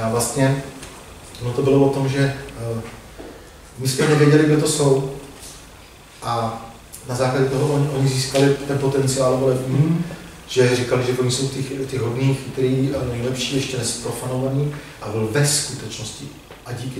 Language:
Czech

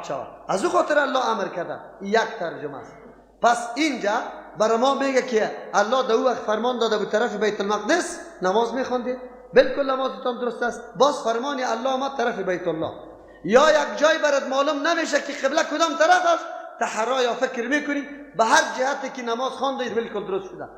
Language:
Persian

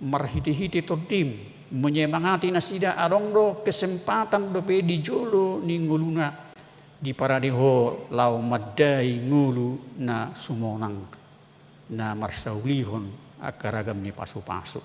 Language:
Batak Toba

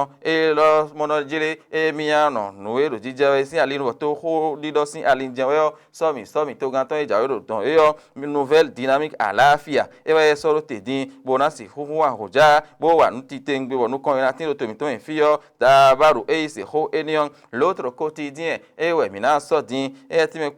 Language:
Fon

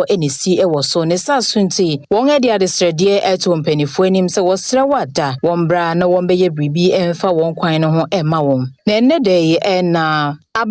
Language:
Akan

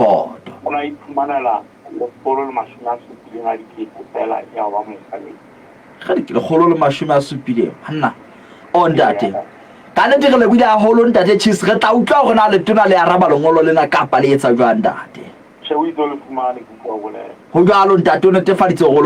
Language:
Southern Sotho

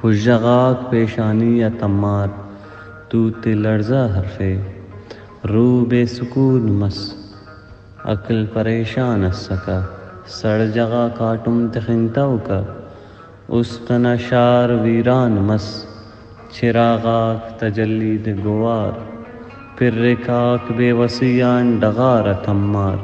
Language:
Brahui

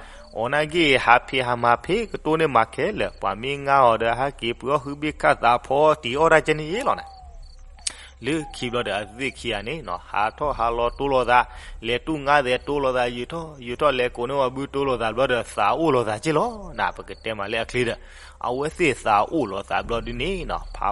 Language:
S'gaw Karen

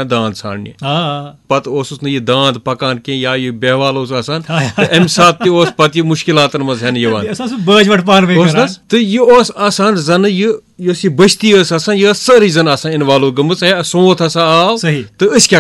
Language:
Kashmiri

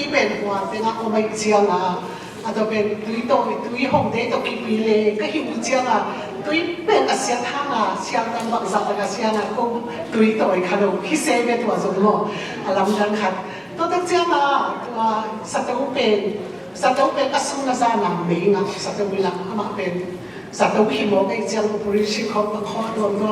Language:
Tedim Chin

